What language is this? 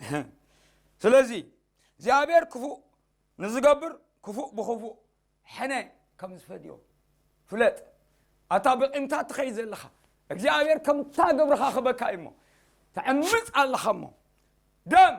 Tigrinya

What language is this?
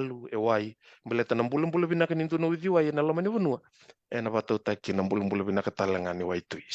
Fijian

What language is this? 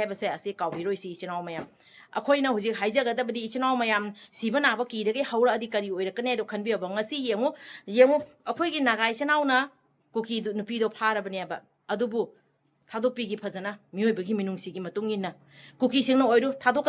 Manipuri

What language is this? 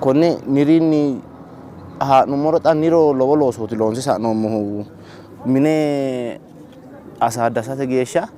Sidamo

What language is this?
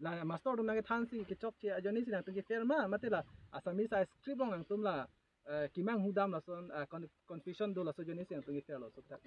Karbi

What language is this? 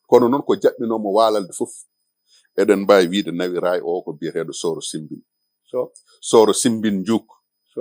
Fula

